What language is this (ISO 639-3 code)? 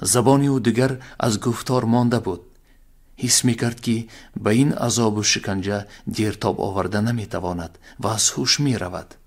tgk